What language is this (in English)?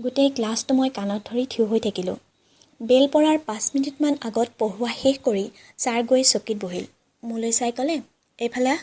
Assamese